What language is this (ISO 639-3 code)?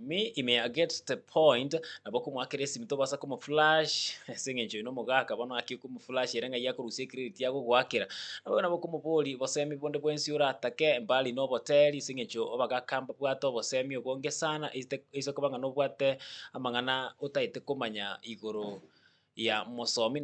guz